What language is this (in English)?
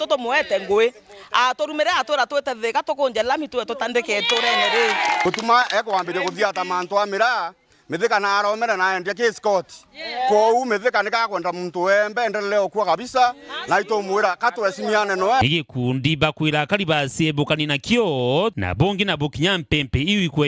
Meru